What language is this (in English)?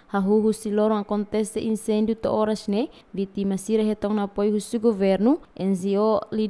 Tetum